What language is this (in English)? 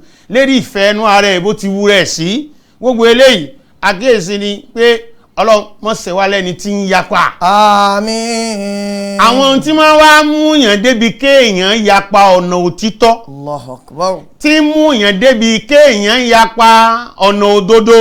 Yoruba